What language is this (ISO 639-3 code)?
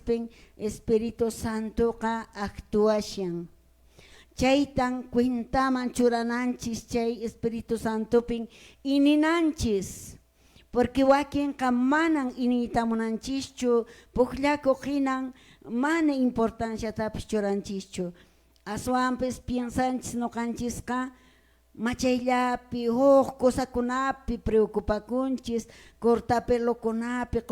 que